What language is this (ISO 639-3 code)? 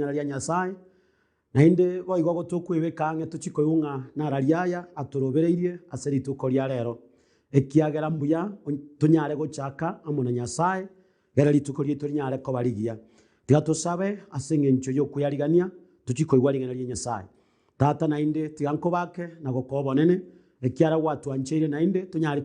guz